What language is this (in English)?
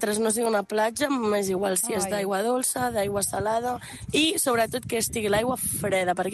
Catalan